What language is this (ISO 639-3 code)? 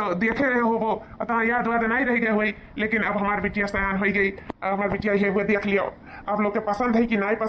awa